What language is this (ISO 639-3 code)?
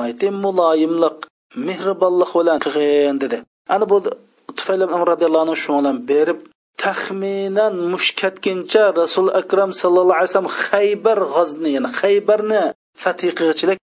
uig